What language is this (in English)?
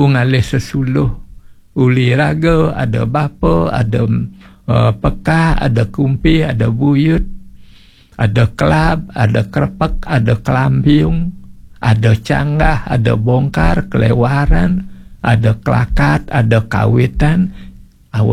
Balinese